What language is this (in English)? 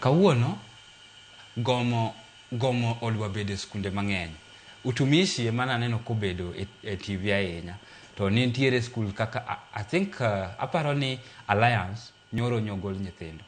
Luo (Kenya and Tanzania)